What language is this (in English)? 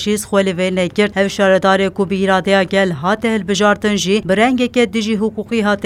Kurdish